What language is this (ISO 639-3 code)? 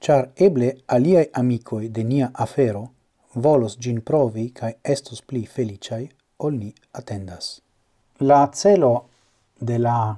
epo